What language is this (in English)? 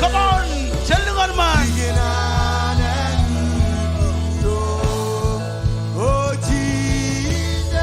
Marshallese